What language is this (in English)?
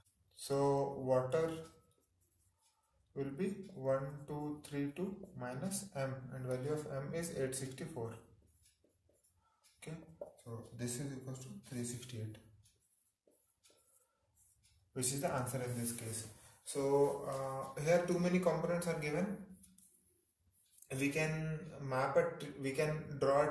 English